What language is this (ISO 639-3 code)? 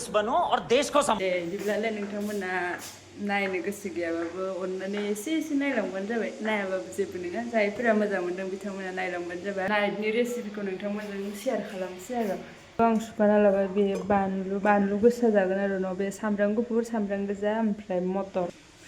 brx